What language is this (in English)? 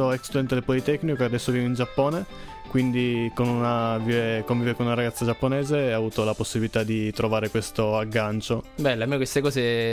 Italian